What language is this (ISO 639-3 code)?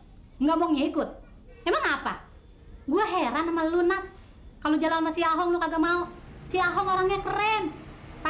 bew